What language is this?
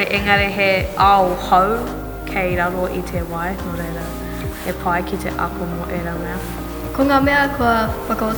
Māori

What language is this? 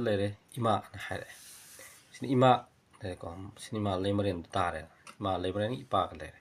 Manipuri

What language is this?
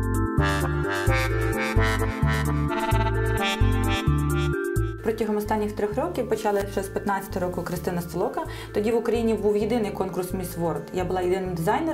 Ukrainian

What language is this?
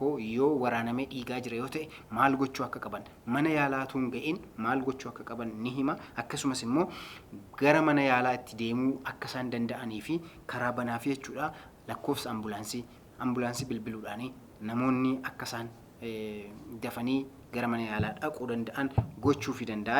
Oromo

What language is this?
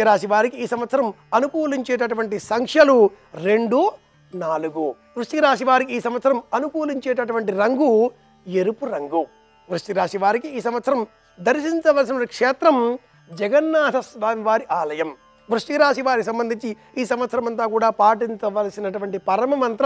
Telugu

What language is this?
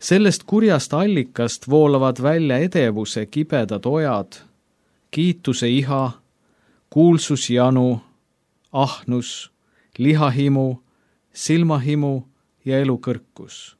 Estonian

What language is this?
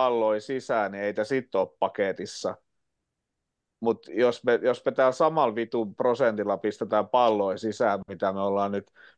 Finnish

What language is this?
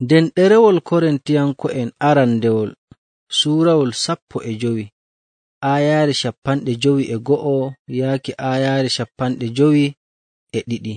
Nigerian Fulfulde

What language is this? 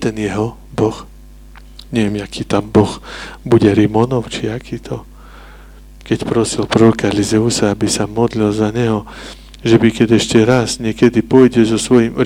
Slovak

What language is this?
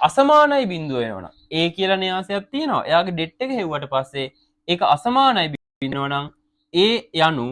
Sinhala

